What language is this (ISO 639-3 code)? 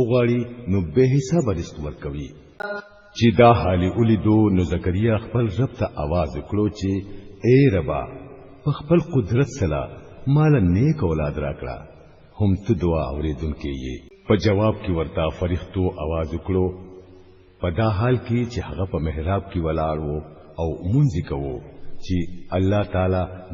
pus